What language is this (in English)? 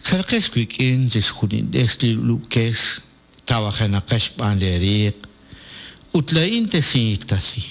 Kekchí